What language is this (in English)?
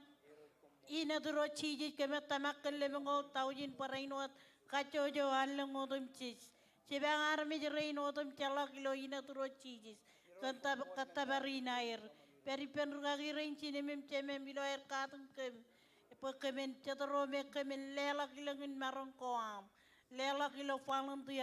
Marshallese